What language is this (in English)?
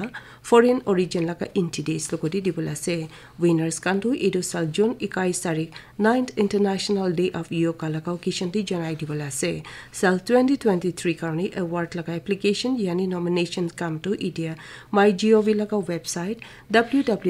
Naga Pidgin